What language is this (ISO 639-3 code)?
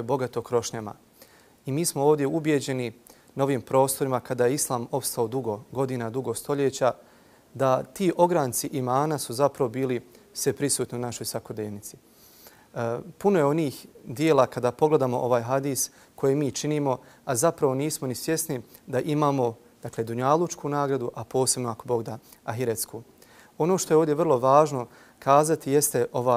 bos